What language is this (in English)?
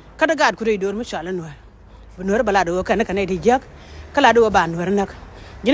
Nuer